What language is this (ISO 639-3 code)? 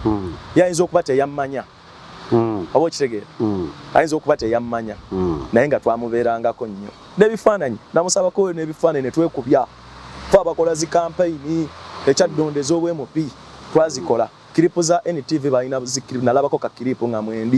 lug